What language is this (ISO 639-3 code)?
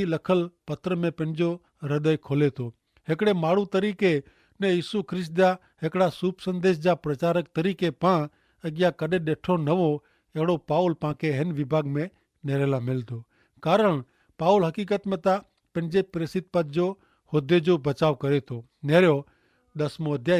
kfr